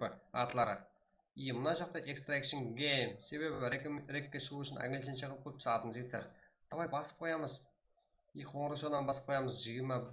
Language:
Kara-Kalpak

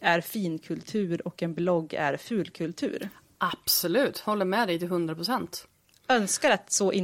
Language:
Swedish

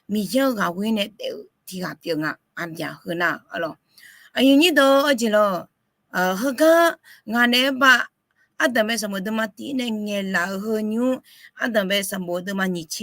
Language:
Akha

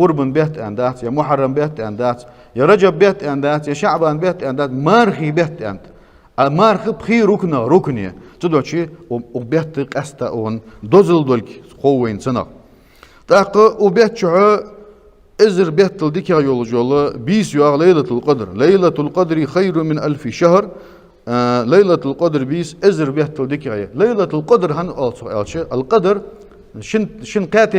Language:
Ingush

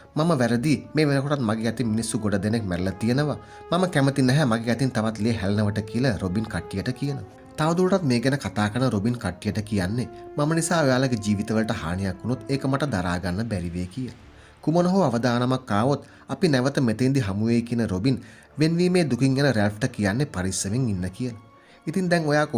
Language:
Sinhala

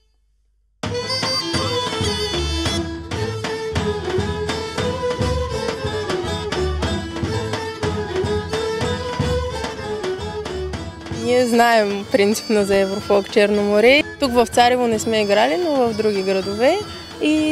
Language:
Bulgarian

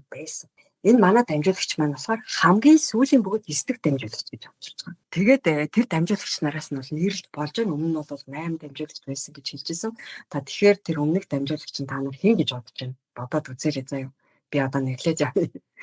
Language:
Mongolian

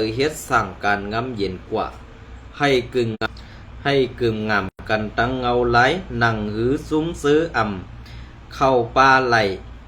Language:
Shan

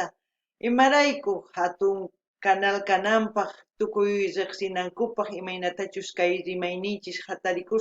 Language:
South Bolivian Quechua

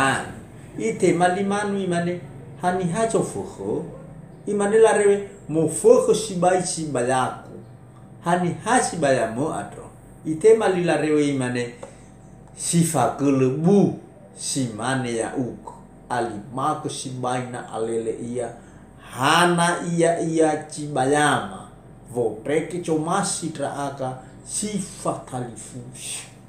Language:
Nias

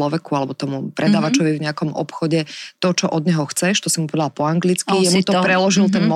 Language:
Slovak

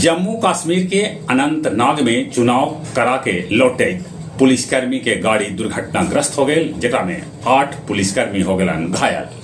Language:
Magahi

